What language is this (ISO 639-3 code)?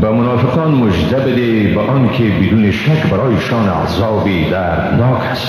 fas